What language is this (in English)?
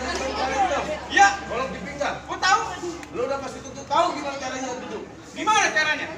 Betawi